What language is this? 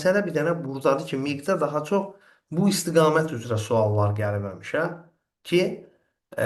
Azerbaijani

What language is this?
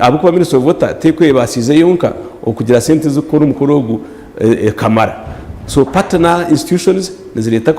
Nyankole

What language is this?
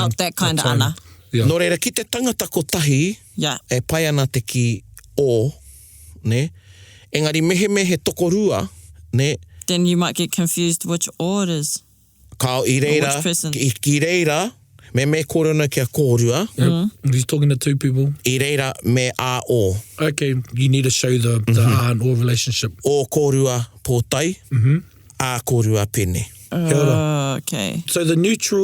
Māori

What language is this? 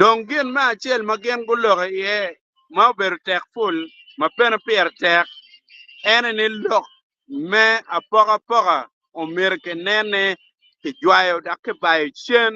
Acoli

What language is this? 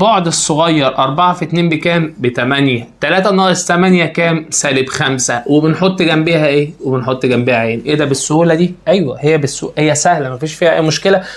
Egyptian Arabic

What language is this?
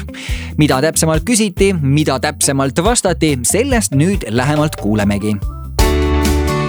Estonian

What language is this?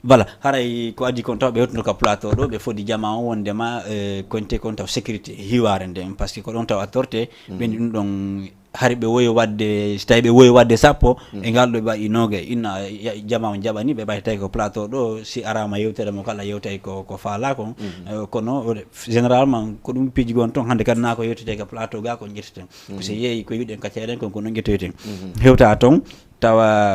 Fula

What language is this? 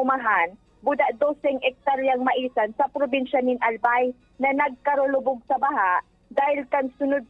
Bikol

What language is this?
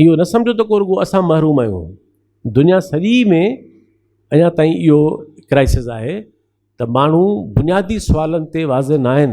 Sindhi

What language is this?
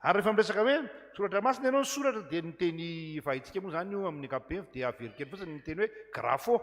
Malagasy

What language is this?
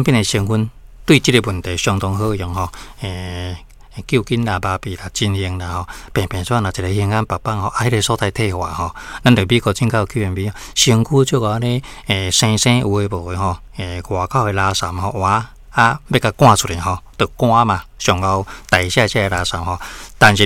Min Nan Chinese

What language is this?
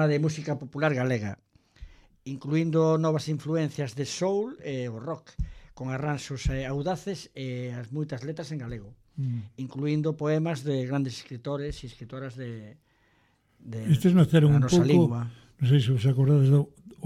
Galician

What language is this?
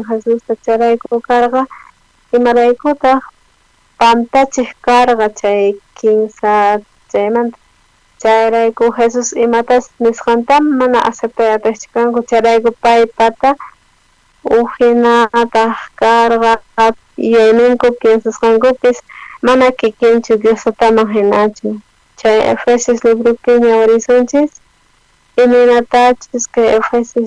South Bolivian Quechua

